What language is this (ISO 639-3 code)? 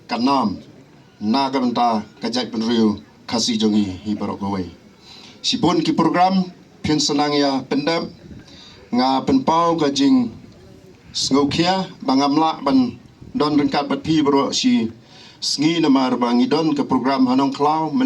kha